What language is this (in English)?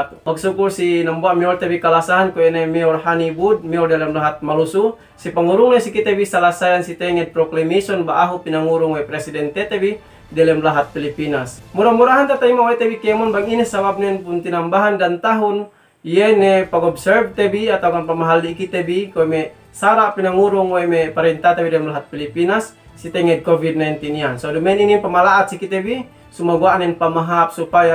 Yakan